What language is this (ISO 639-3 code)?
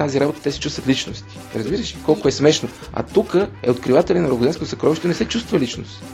bul